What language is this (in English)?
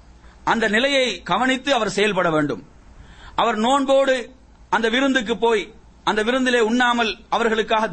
Tamil